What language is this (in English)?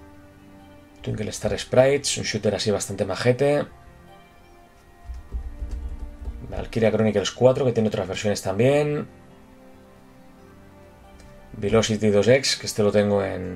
Spanish